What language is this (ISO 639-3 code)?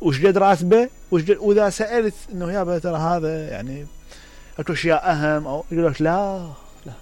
acm